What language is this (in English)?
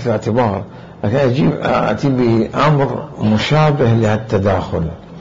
Mesopotamian Arabic